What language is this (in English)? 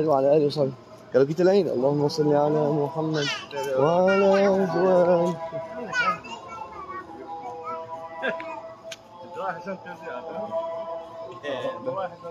Malay